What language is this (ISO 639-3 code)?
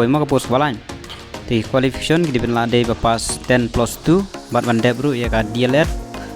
kha